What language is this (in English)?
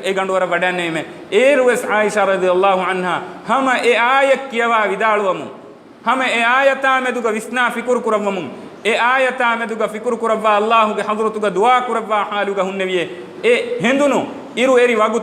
Divehi